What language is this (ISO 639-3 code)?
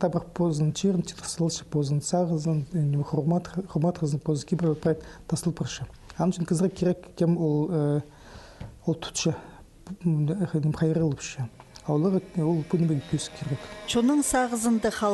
kjh